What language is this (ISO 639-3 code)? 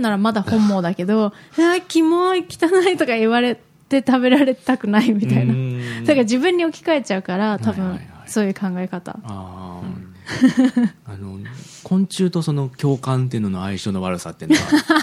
jpn